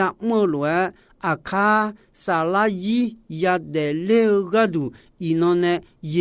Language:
Akha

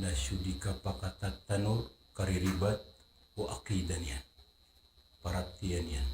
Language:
Maranao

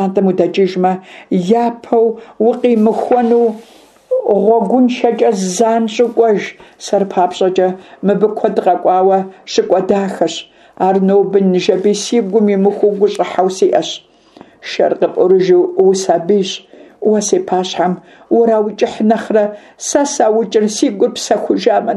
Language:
Kabardian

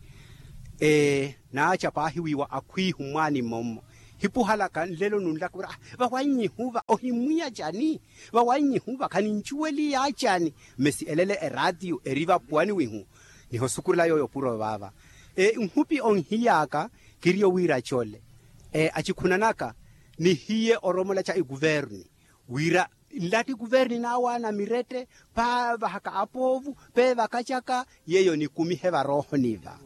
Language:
Makhuwa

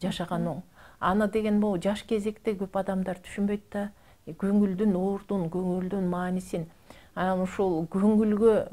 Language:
Kyrgyz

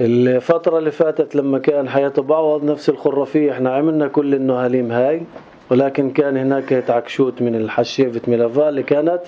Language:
North Levantine Arabic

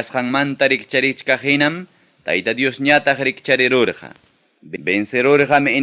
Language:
Ayacucho Quechua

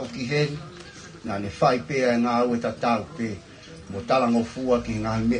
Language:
Tongan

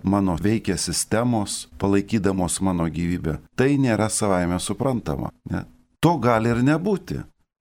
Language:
Lithuanian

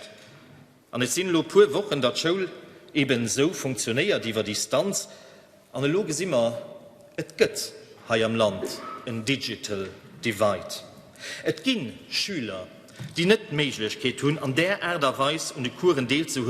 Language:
Luxembourgish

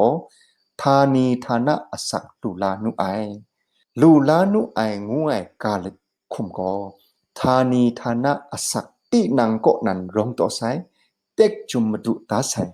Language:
Kachin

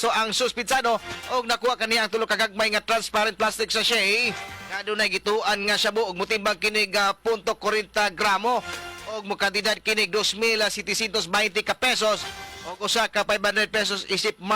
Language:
Cebuano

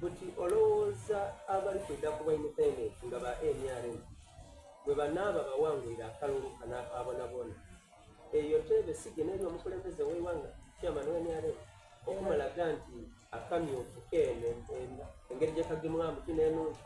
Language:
Soga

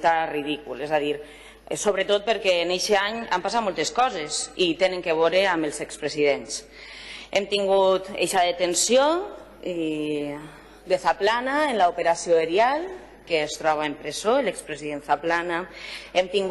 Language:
Catalan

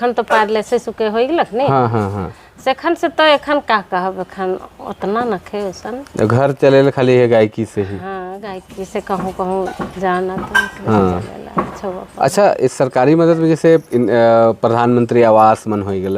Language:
Sadri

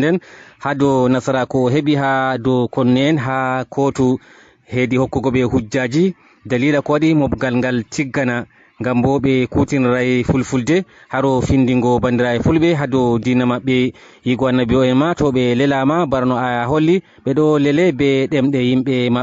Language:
Fula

